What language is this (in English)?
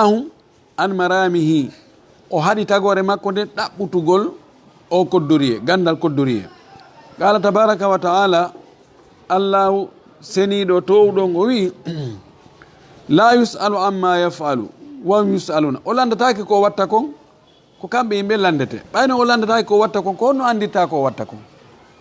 Fula